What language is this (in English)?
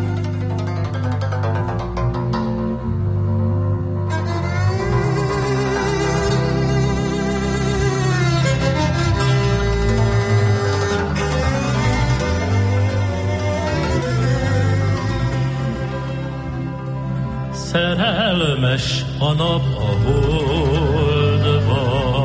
Hungarian